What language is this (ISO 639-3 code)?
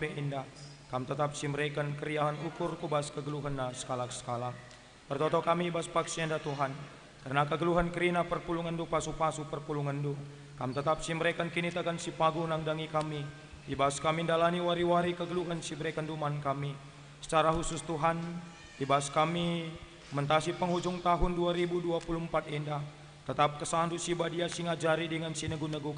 btx